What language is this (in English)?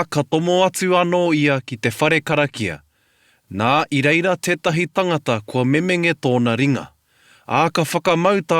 Māori